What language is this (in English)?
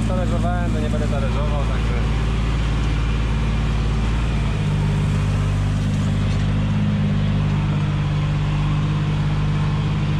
Polish